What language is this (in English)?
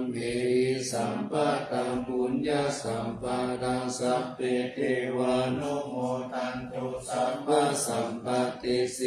Pali